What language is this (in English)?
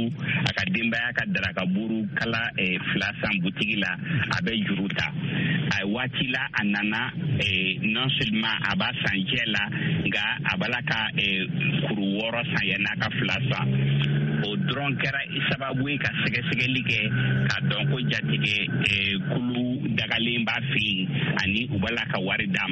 Bambara